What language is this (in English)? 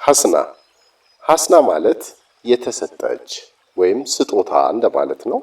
Amharic